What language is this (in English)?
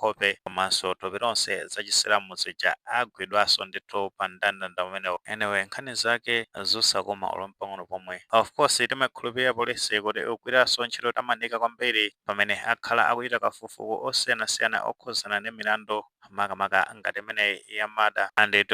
Nyanja